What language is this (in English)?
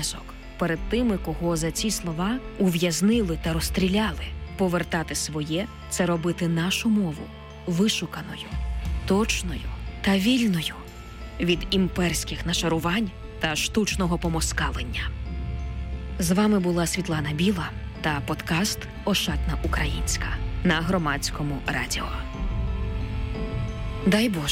Ukrainian